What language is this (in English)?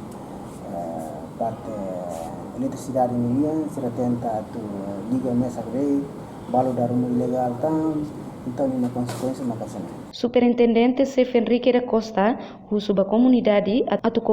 Tetum